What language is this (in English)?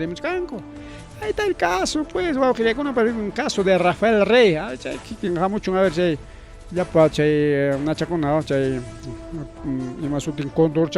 Ayacucho Quechua